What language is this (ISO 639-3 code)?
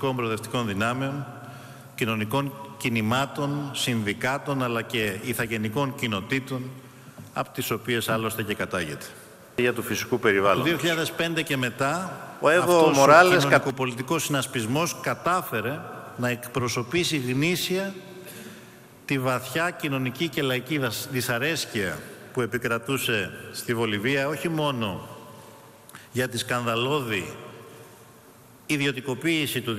ell